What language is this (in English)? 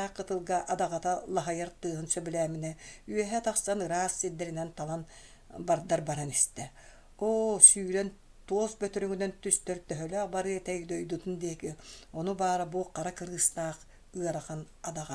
Yakut